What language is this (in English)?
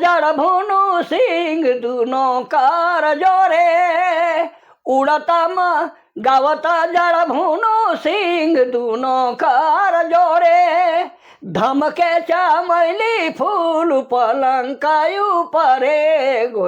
Sadri